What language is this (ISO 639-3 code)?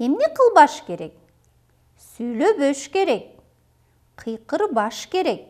kir